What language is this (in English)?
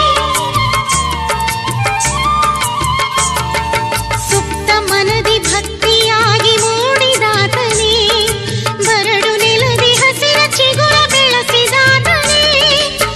Kannada